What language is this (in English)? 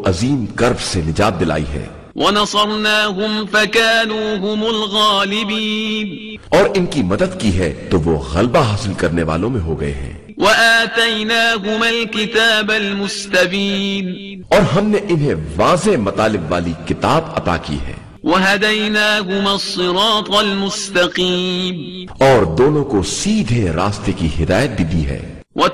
Urdu